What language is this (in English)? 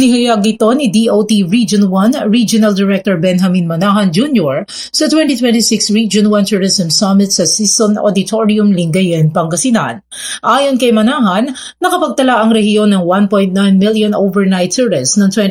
Filipino